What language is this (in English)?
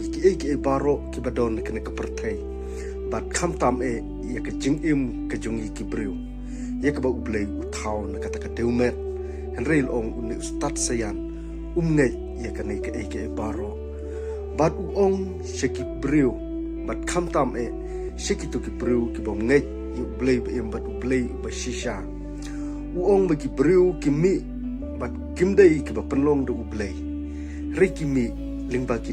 Khasi